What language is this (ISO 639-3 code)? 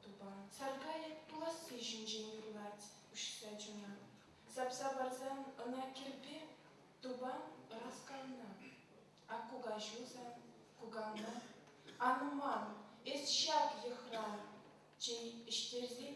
chv